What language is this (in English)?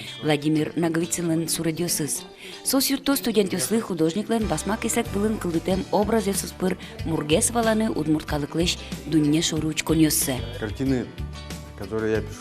Udmurt